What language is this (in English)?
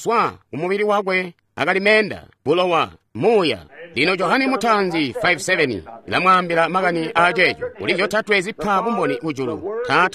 Tonga (Zambia)